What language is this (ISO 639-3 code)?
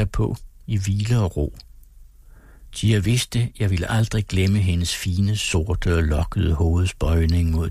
dan